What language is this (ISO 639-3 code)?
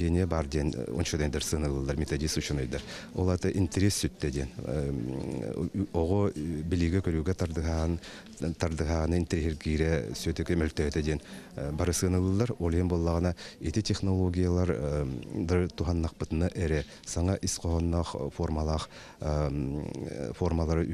sah